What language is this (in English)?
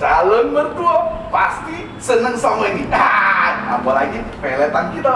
Musi